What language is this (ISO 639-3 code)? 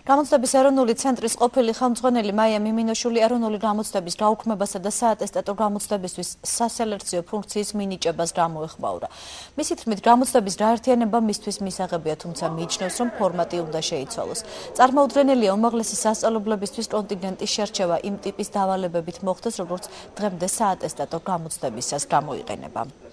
kat